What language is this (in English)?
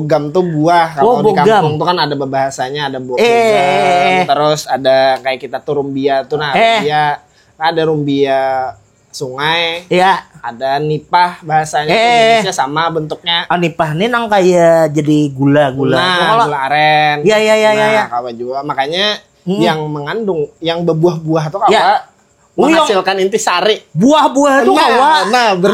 Banjar